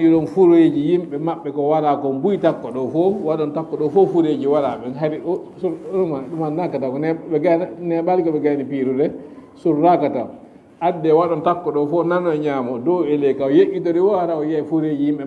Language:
Fula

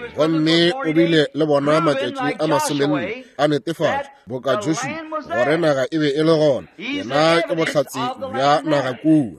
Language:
Northern Sotho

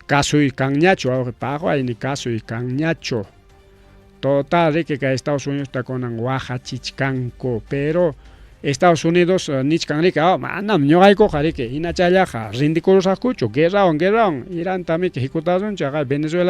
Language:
Ayacucho Quechua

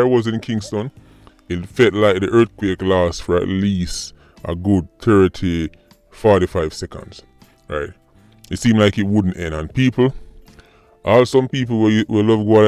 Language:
Jamaican Creole English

